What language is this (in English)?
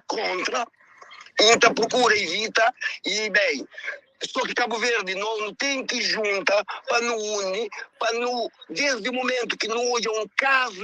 Kabuverdianu